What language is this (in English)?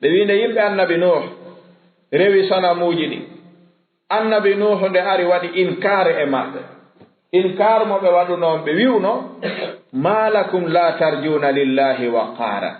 Fula